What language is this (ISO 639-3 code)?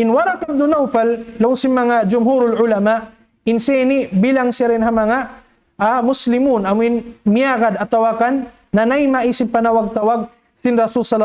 tsg